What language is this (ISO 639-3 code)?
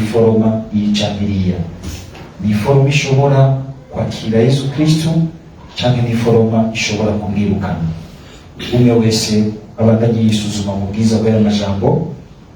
run